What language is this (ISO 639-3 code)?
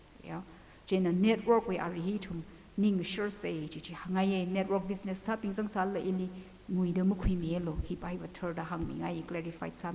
nmf